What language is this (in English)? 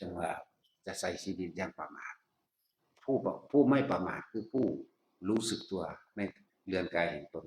Northeastern Thai